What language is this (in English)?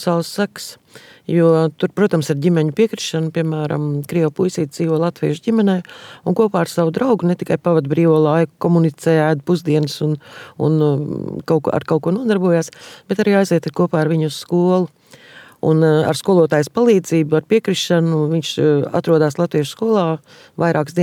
Latvian